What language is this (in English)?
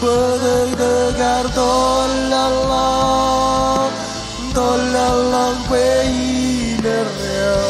Marshallese